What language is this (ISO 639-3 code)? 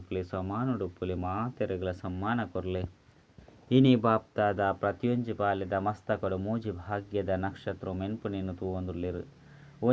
tcy